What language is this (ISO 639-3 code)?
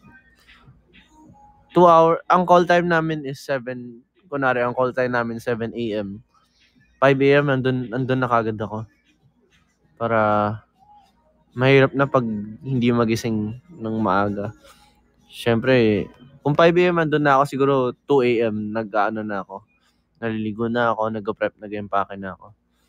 fil